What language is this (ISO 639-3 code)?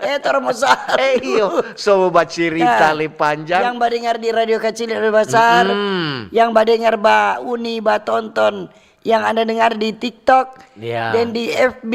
xmm